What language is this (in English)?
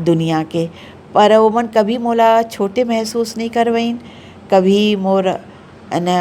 Chhattisgarhi